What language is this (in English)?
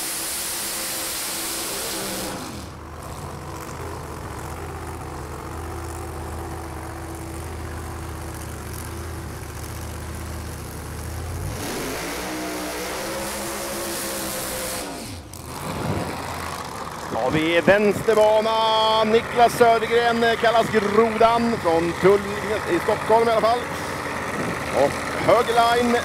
Swedish